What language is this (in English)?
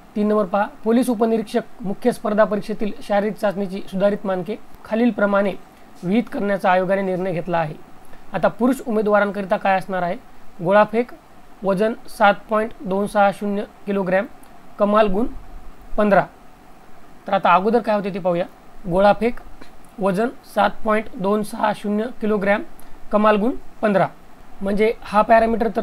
Marathi